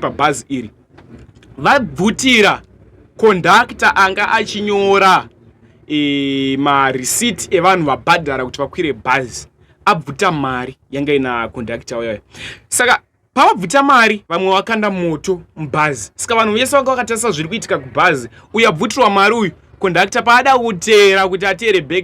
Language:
Shona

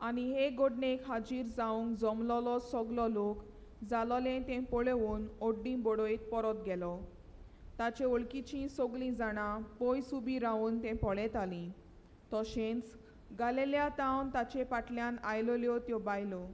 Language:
Konkani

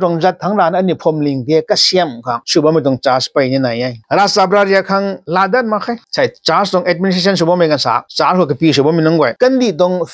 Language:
Rongmei Naga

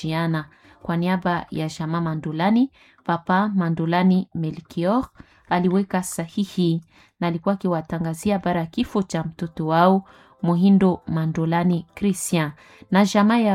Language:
Swahili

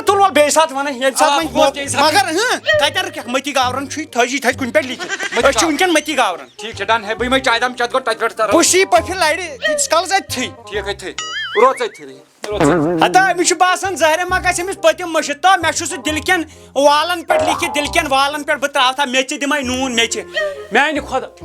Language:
Kashmiri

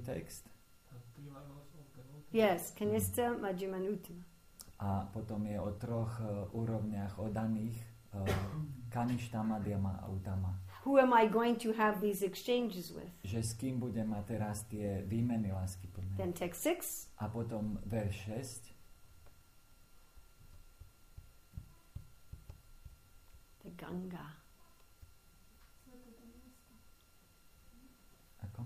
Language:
Slovak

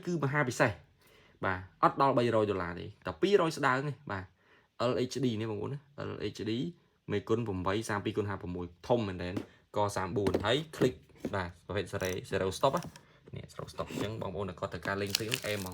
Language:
Khmer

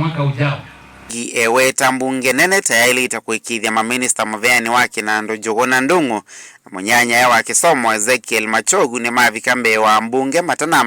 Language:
Kamba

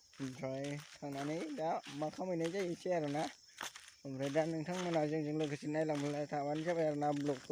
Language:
Bodo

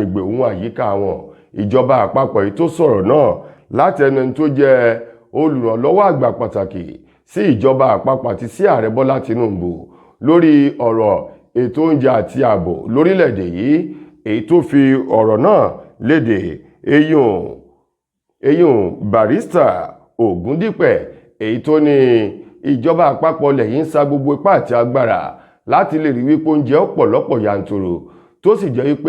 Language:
Yoruba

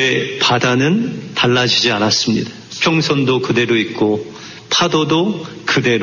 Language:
Korean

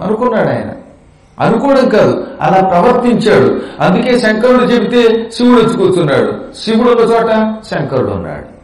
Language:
Telugu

